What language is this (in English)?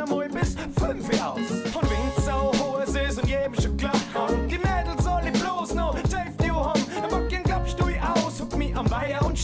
Bavarian